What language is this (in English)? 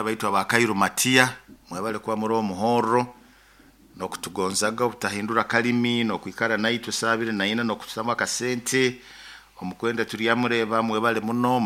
Nyoro